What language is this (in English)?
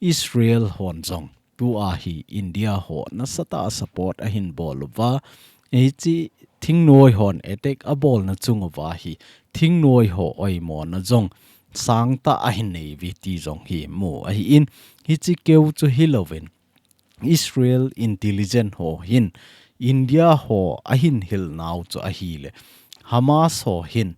Thado Chin